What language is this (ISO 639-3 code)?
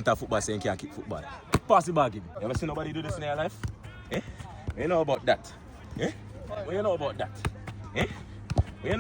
jam